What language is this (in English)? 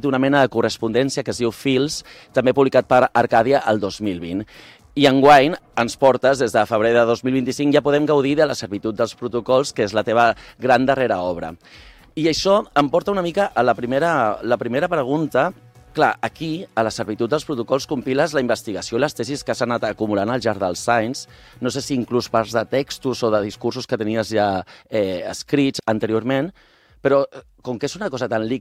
Catalan